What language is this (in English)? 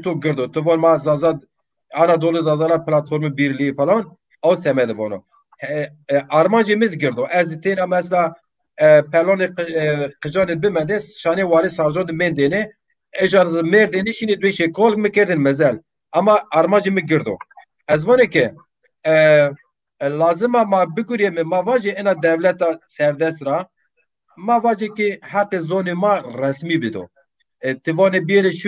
Zaza